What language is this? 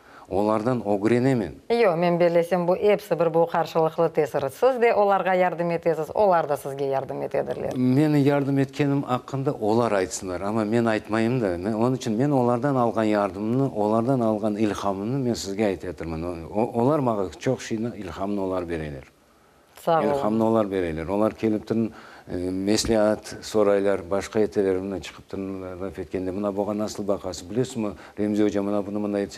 Crimean Tatar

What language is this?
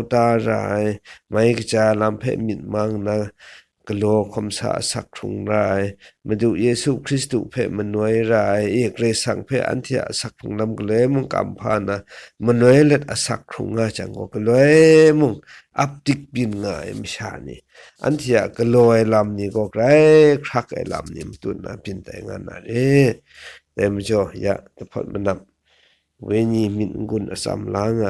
Kachin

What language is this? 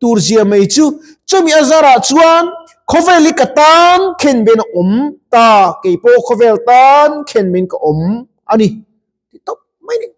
Mizo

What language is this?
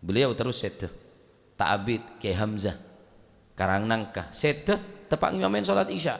Madurese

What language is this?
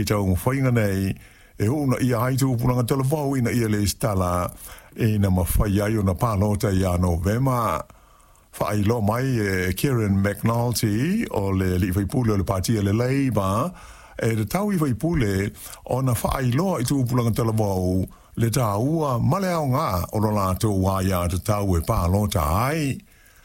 Samoan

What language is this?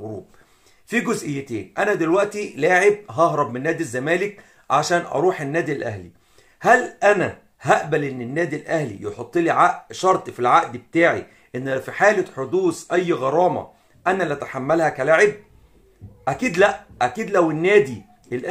Egyptian Arabic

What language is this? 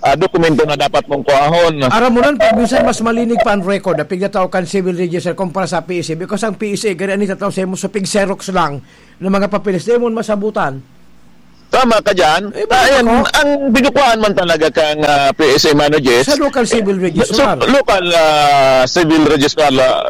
Bikol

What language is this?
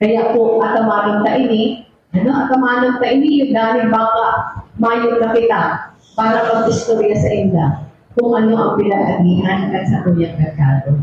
Bikol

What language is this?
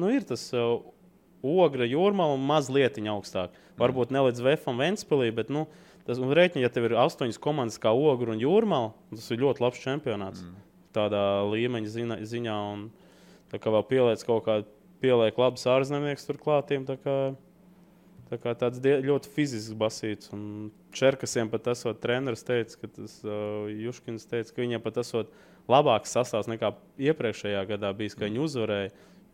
Latvian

